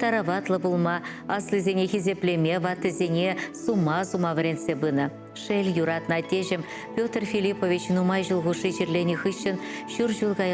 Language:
Chuvash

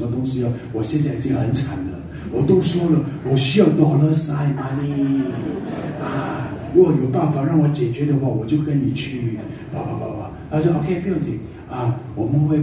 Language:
Chinese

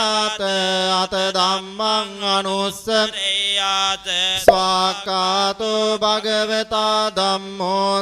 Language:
Pali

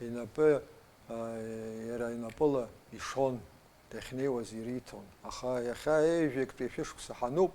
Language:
Abkhazian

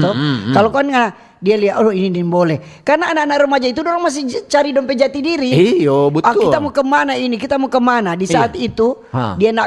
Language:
Manado Malay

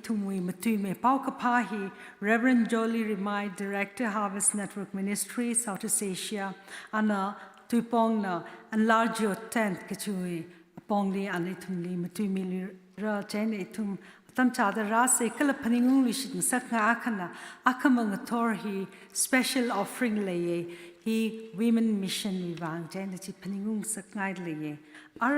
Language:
Tangkhul Naga (India)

